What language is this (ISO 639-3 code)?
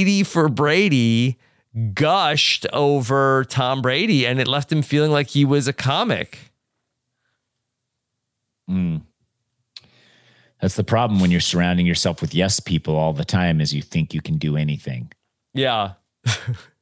eng